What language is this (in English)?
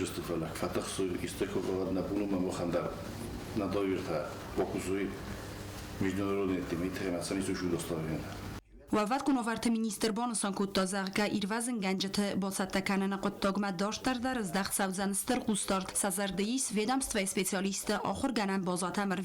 Ossetic